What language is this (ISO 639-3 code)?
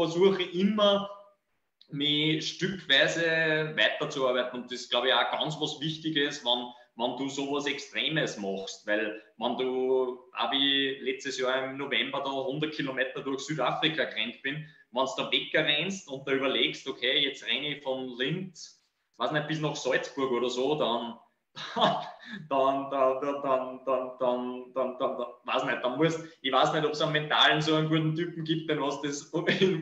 deu